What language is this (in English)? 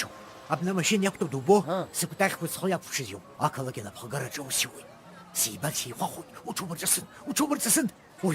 Abkhazian